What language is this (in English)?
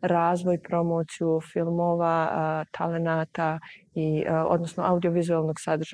Bosnian